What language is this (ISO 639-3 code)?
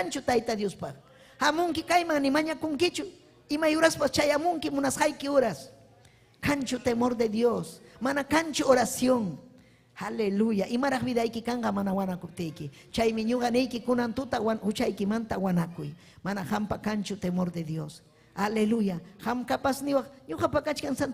quy